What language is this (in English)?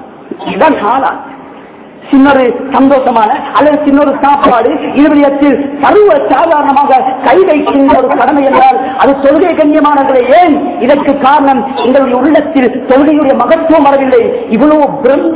Tamil